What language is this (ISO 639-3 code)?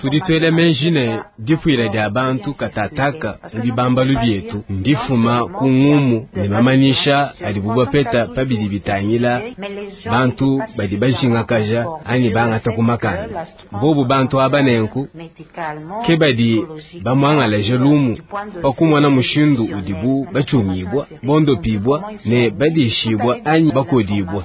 lua